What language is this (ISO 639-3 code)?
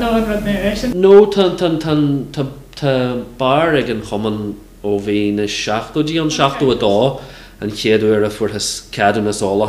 gle